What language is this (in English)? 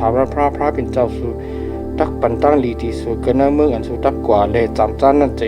Shan